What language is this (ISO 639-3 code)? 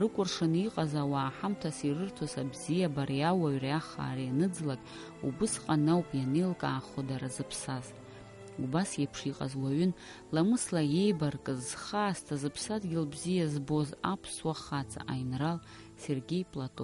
abk